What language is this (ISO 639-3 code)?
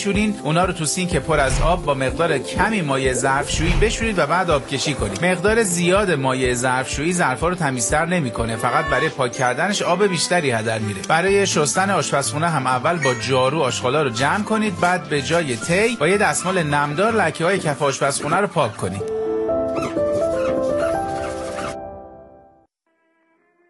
fas